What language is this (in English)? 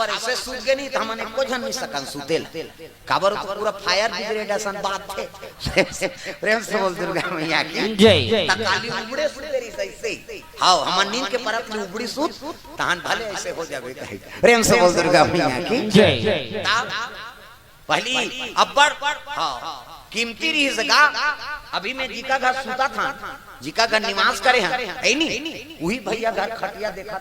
Chhattisgarhi